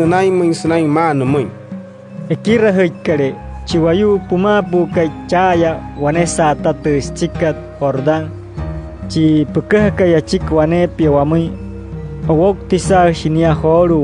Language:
Wayuu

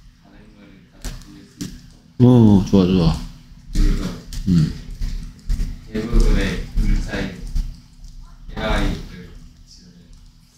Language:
Korean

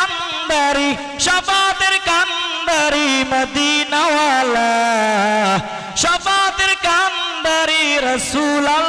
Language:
Bangla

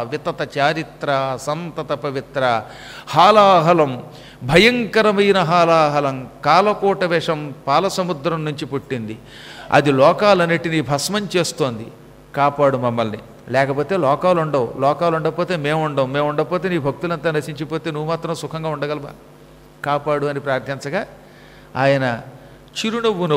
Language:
Telugu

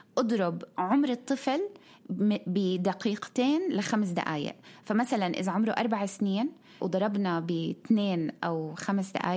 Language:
North Levantine Arabic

